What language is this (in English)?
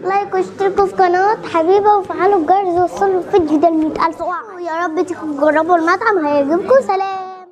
Egyptian Arabic